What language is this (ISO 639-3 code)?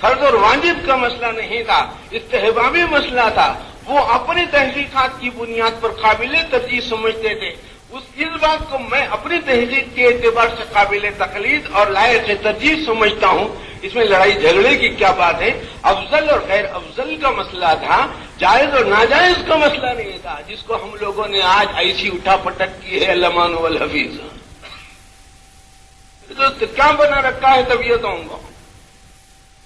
urd